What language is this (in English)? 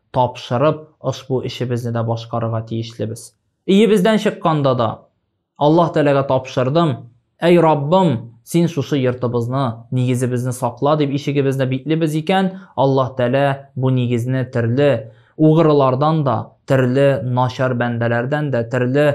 Tatar